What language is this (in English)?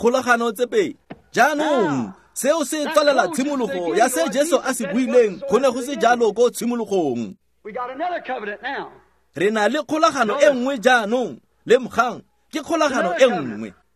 Tswana